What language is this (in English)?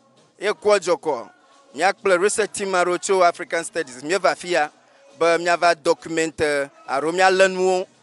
Ewe